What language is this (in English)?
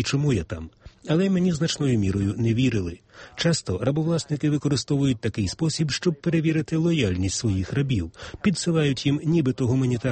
Ukrainian